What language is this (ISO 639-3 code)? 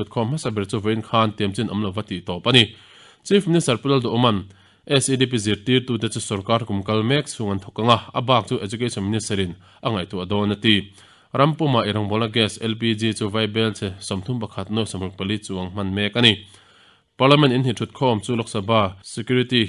lus